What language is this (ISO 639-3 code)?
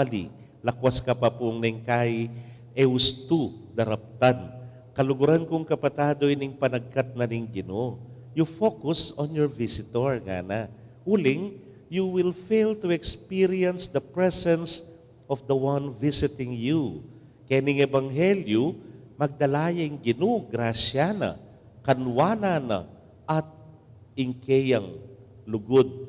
pam